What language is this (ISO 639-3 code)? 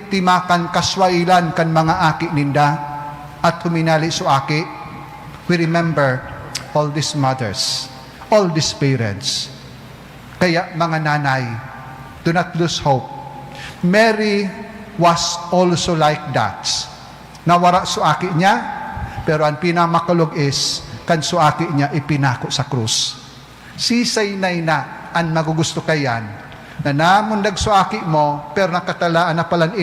bik